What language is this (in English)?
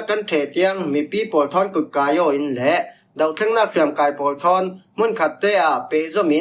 Falam Chin